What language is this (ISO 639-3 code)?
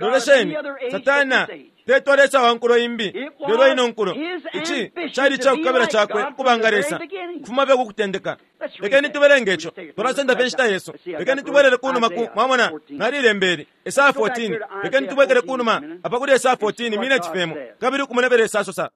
bem